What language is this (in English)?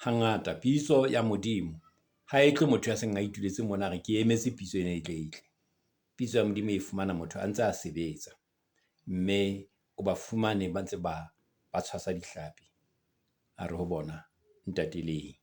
Southern Sotho